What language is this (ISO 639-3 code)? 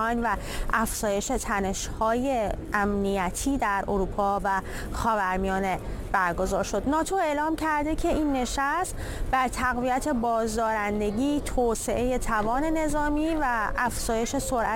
fas